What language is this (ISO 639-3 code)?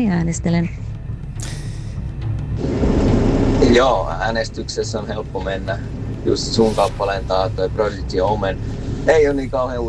fin